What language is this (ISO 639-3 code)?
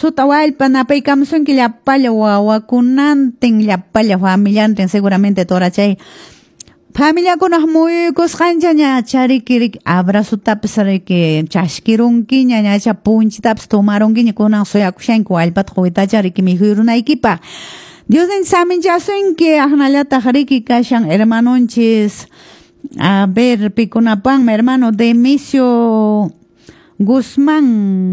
que